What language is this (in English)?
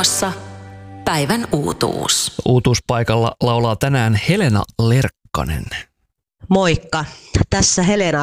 Finnish